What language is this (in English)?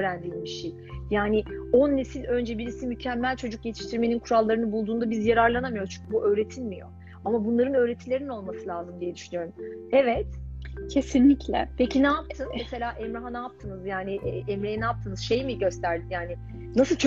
Turkish